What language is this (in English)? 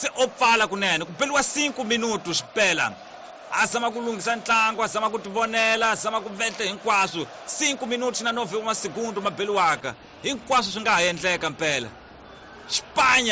Tsonga